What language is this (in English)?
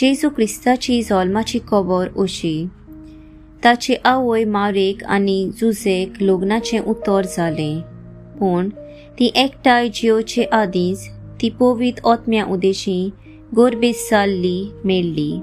Konkani